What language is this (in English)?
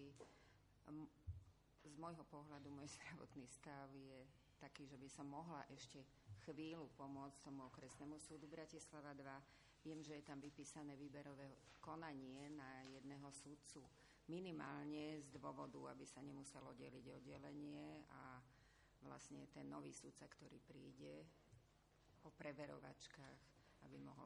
Slovak